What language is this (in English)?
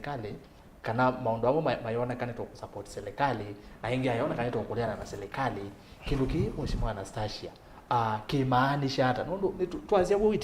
Kamba